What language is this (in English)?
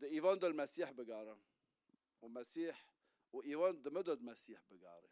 Kurdish